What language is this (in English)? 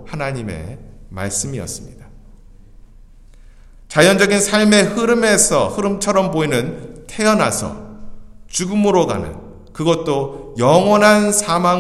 Korean